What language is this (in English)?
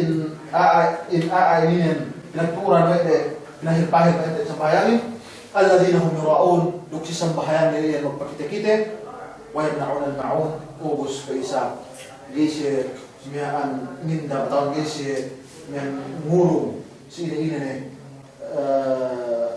Yakan